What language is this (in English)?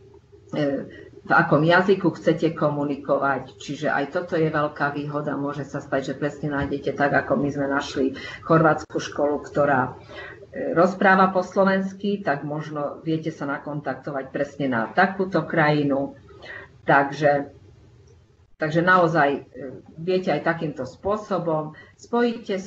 Slovak